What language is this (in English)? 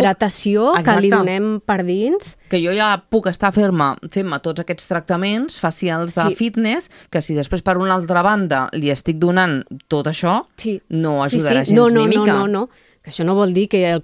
Catalan